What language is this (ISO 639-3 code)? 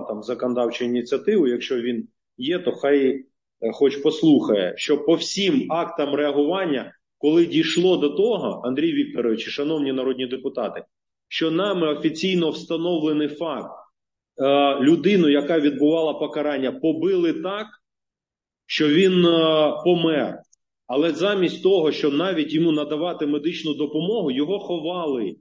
ukr